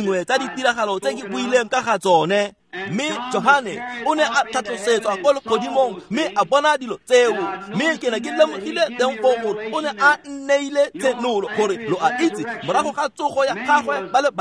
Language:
Tswana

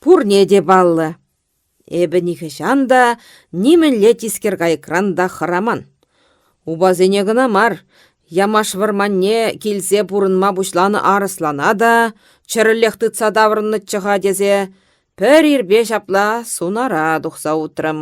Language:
Chuvash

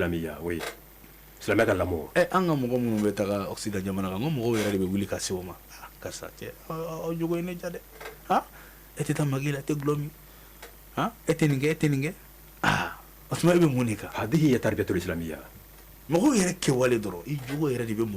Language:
Bambara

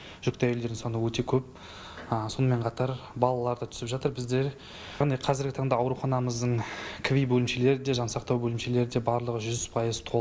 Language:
Kazakh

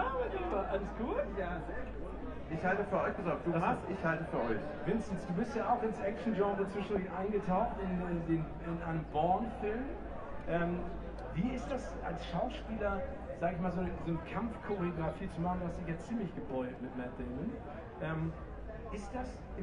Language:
German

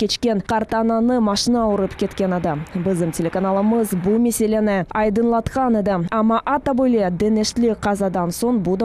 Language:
Crimean Tatar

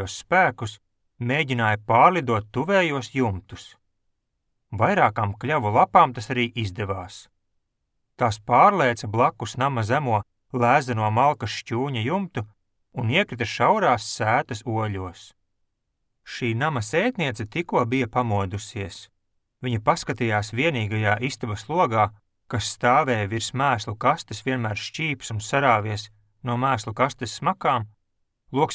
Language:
Latvian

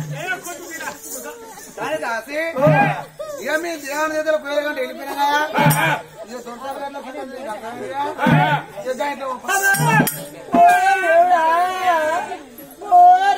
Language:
Telugu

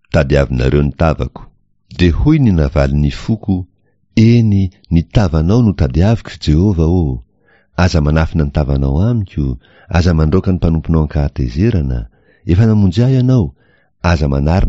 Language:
Malagasy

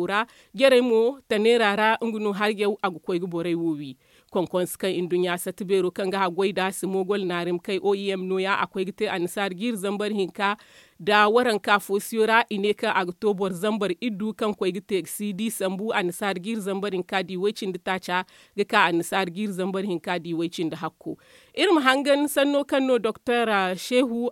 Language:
Zarma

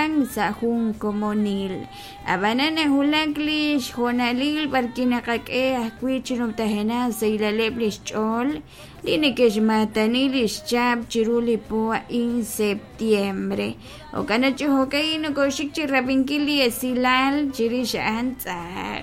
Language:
Kekchí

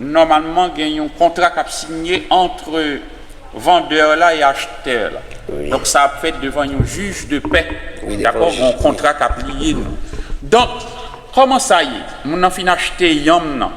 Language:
Haitian Creole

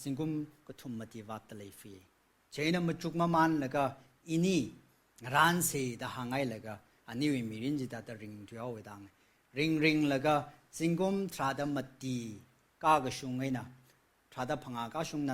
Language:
Tangkhul Naga (India)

